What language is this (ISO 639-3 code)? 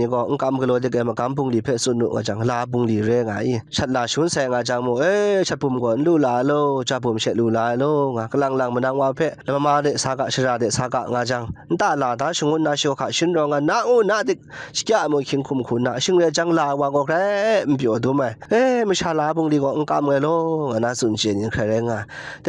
kac